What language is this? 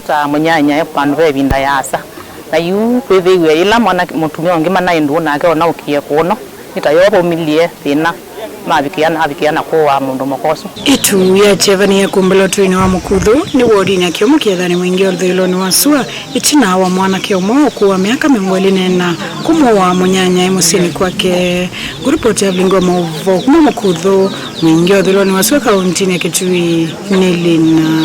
Kamba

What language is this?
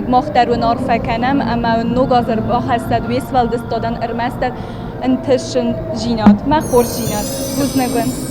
Ossetic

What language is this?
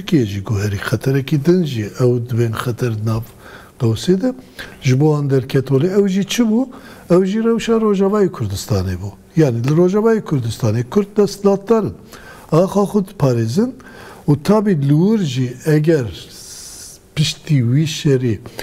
Kurdish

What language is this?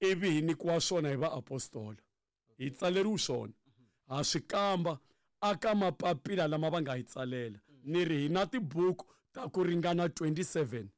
Tsonga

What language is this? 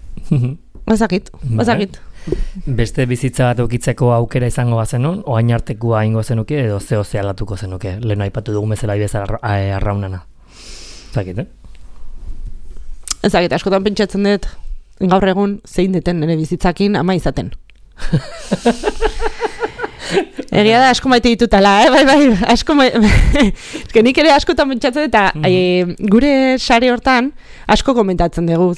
Basque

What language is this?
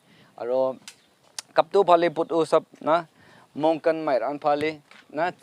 Naga Pidgin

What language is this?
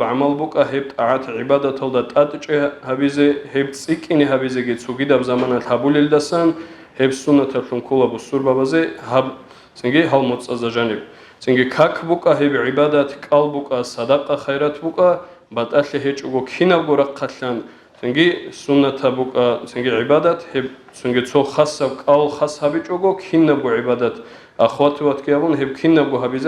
Avaric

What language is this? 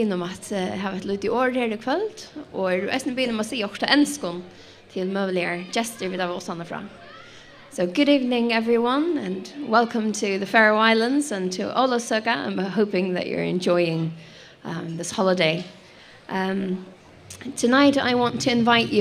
Faroese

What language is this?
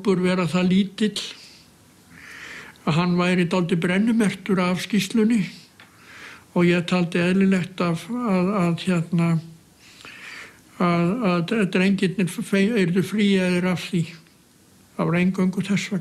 Icelandic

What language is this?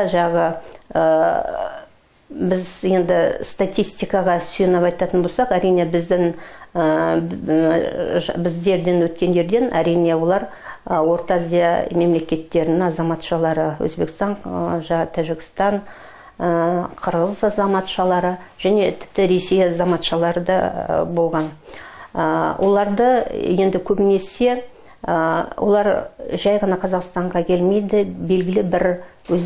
Kazakh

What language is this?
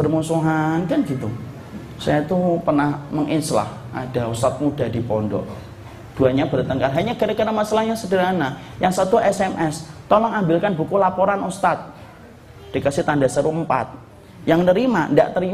Indonesian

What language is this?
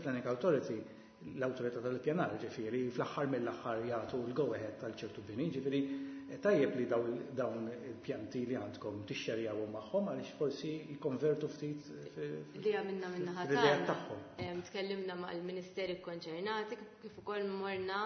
Maltese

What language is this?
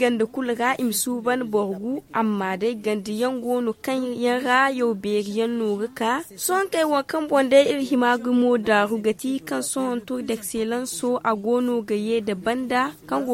Zarma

